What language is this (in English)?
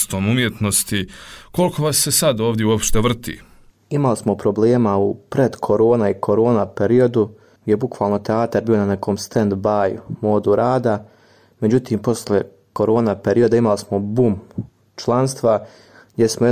Bosnian